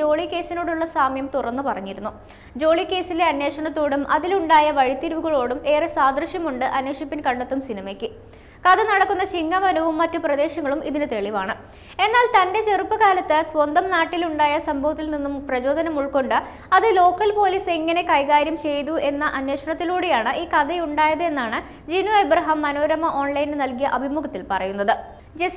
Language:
Malayalam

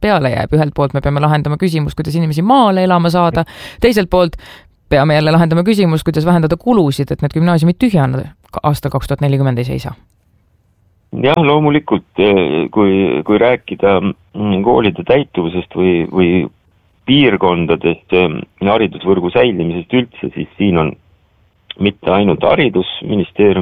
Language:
Estonian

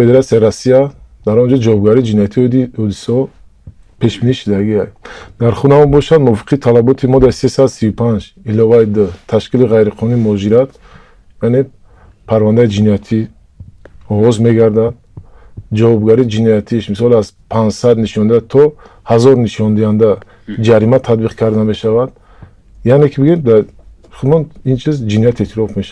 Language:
Tajik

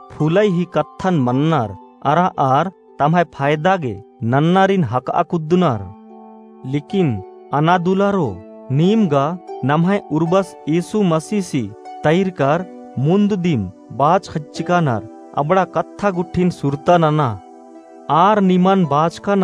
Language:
Kurukh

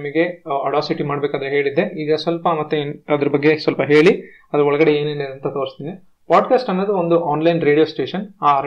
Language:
Kannada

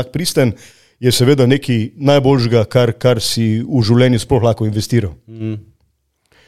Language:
Slovenian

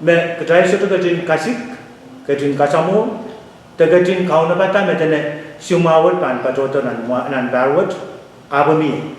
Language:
Pohnpeian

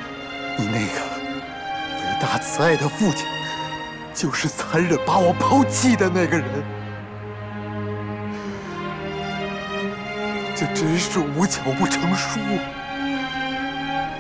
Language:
Chinese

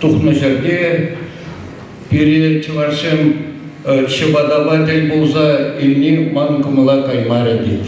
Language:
Chuvash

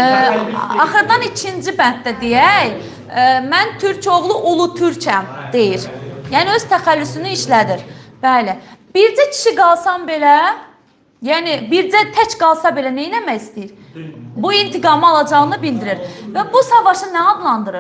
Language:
Azerbaijani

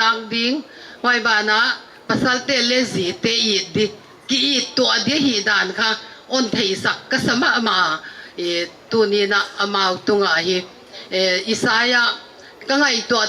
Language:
Paite Chin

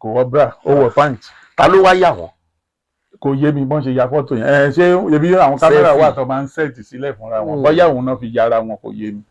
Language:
Yoruba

